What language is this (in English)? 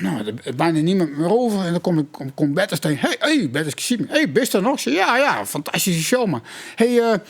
Western Frisian